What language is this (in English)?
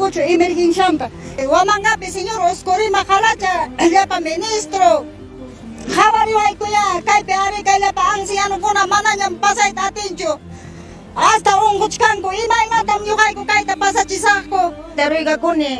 Ayacucho Quechua